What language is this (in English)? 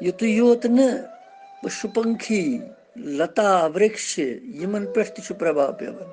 Kashmiri